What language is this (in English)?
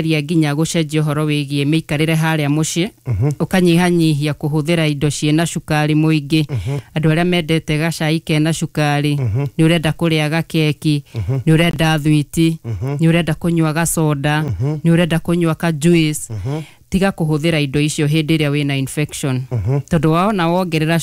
Kikuyu